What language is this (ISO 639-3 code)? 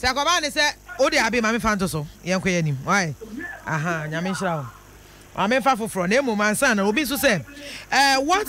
aka